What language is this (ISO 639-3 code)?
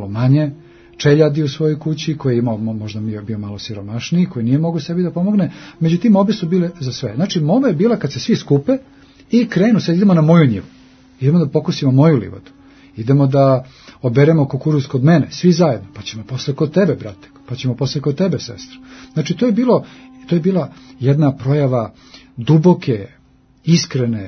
srp